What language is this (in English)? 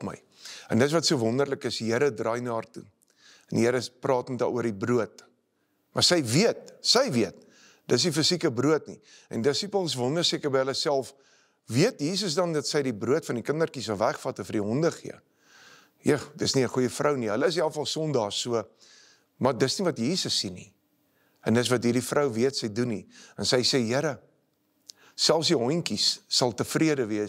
Afrikaans